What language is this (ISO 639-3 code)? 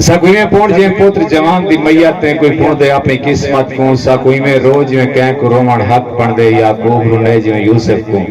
skr